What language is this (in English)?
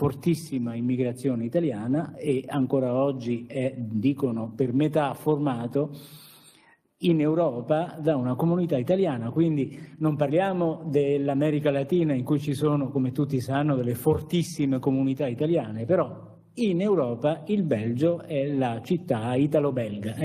Italian